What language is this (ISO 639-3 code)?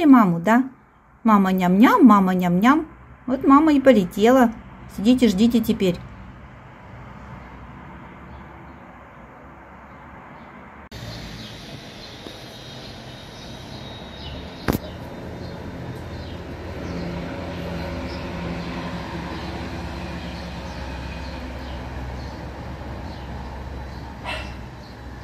rus